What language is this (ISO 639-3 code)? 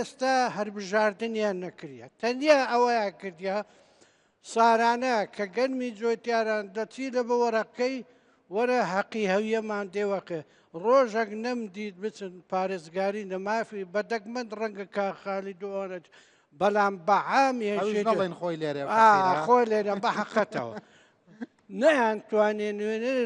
ckb